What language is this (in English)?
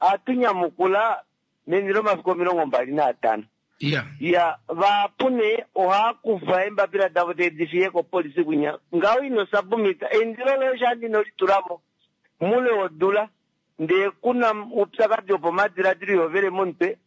Kuanyama